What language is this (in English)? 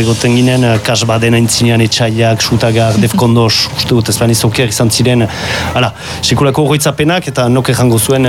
Basque